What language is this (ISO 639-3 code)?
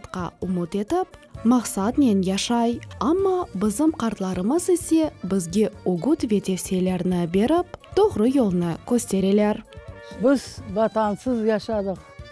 crh